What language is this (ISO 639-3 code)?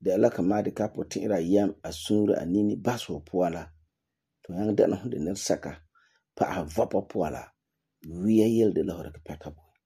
gur